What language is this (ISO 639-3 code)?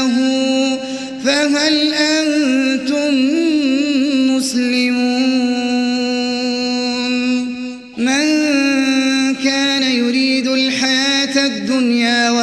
ara